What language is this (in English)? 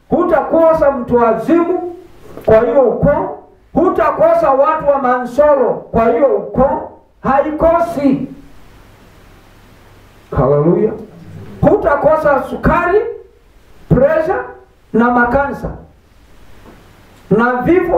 Swahili